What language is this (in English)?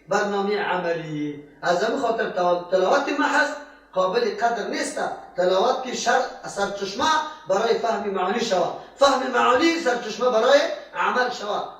Persian